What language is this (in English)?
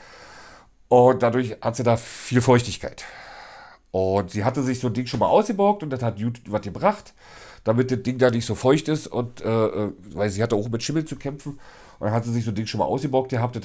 German